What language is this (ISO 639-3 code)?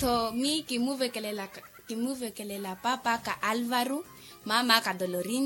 vmw